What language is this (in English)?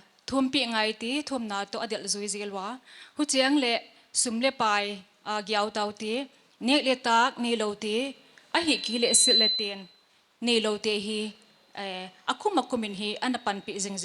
Paite Chin